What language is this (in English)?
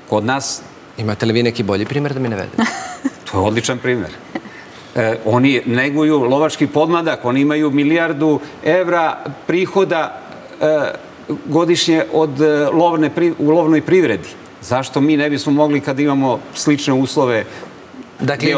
Serbian